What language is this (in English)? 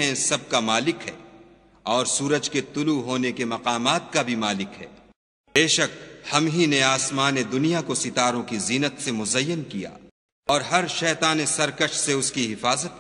Urdu